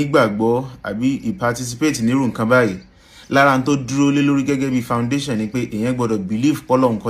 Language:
Yoruba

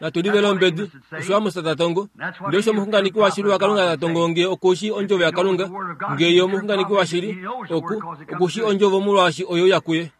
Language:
Kuanyama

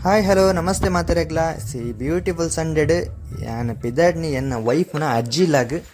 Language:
Tulu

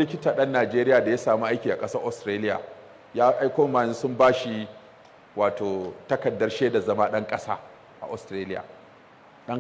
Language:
Hausa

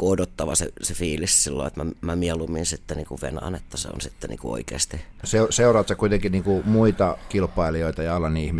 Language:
Finnish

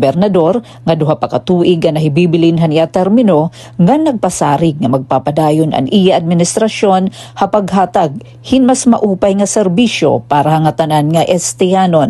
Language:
Waray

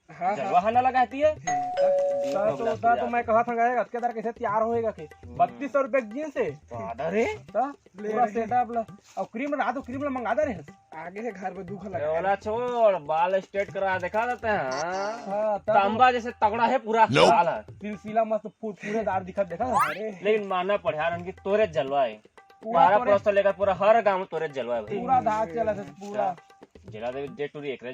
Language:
Chhattisgarhi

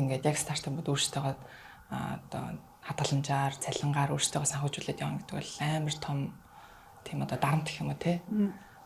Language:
Mongolian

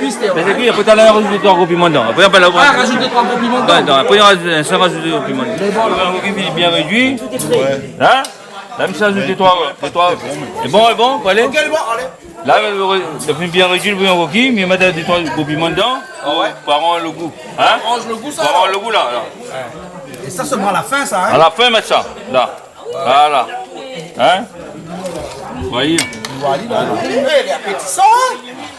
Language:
Réunion Creole French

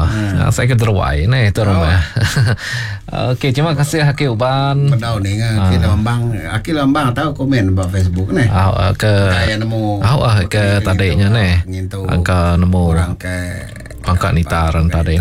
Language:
Iban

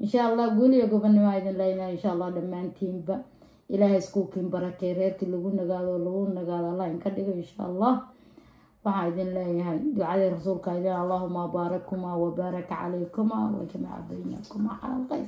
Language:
Somali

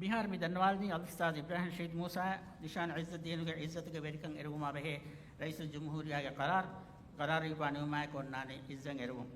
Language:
Divehi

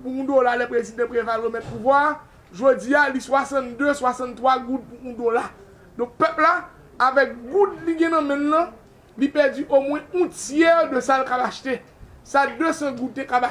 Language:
Haitian Creole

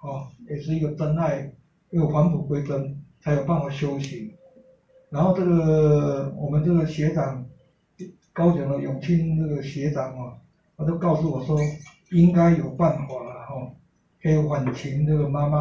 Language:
Chinese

